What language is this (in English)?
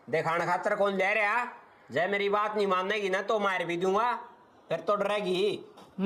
Haryanvi